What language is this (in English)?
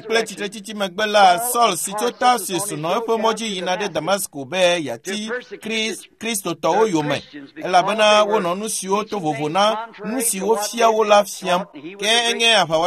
Ewe